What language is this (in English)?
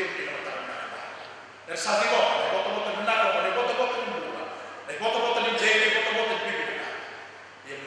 Fijian